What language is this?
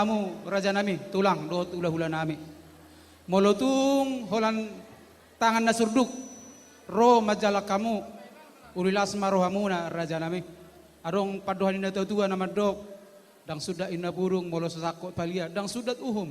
Batak Toba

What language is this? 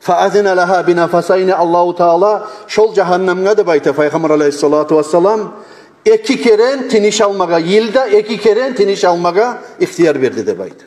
Kumyk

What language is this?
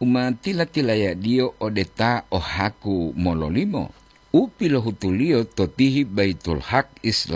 Gorontalo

